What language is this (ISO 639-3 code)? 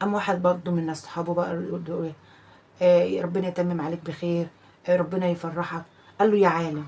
arz